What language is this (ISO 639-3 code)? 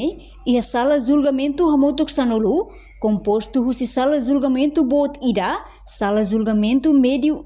tet